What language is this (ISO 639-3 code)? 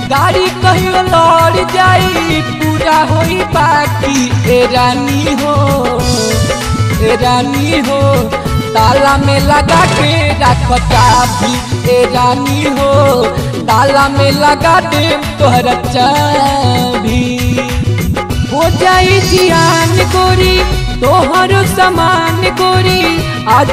bho